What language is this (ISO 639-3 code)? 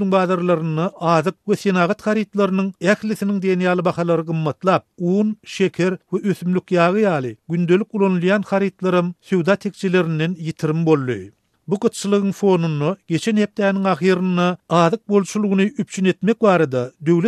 tuk